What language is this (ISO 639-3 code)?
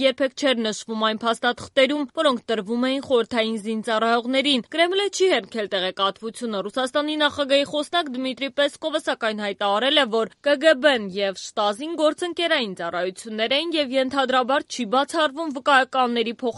hye